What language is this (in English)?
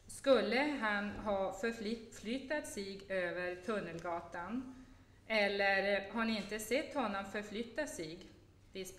Swedish